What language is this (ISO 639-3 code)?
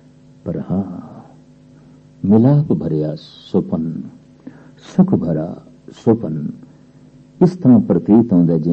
pan